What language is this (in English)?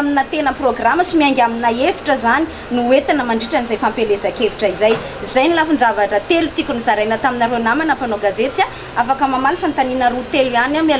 Malagasy